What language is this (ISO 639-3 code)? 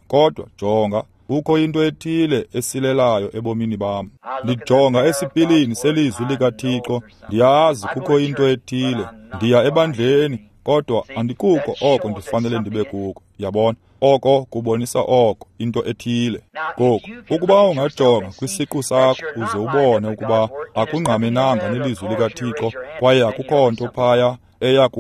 xho